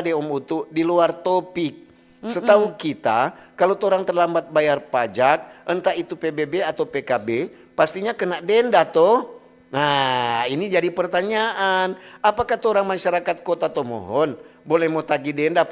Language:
Manado Malay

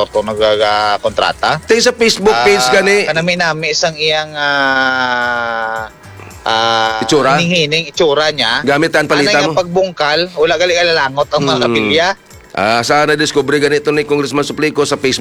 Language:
Hiligaynon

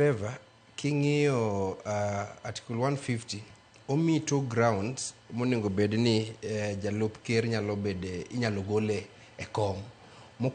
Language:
Luo (Kenya and Tanzania)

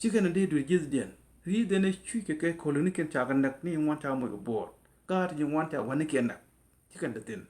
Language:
Nuer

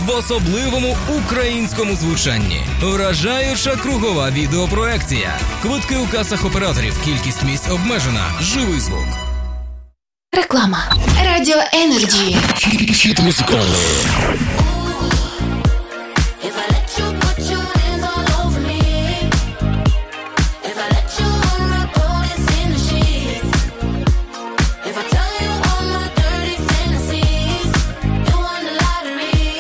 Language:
Ukrainian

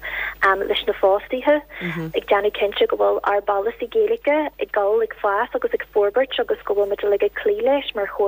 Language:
Irish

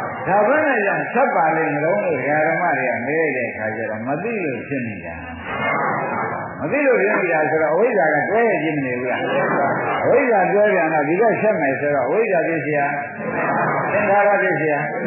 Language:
Burmese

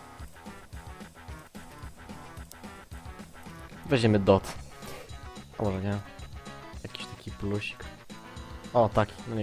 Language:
Polish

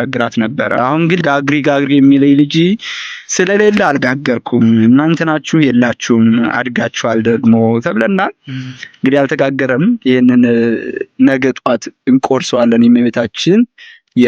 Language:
Amharic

